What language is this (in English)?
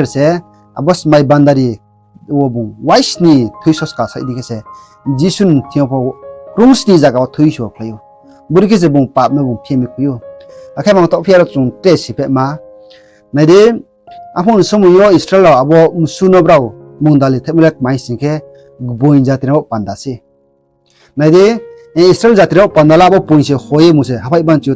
Riang (India)